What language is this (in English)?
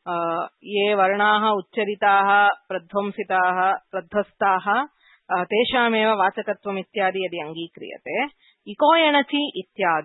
Sanskrit